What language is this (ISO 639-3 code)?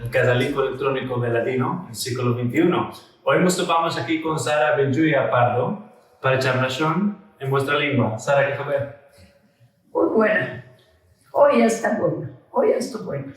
lad